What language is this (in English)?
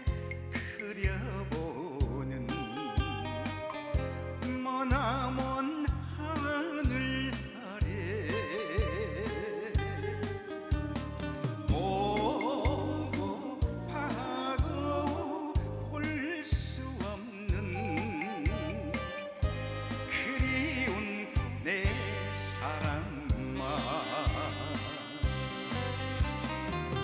Korean